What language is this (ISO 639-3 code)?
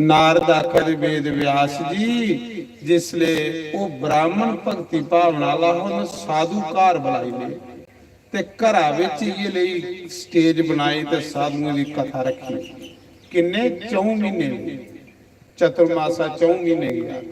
doi